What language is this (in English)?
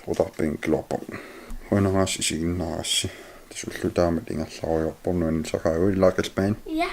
Kalaallisut